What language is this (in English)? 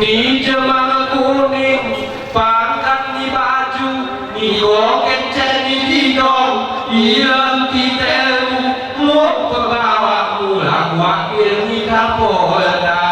Gayo